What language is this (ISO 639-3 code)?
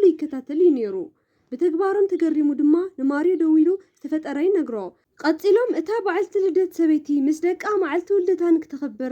tir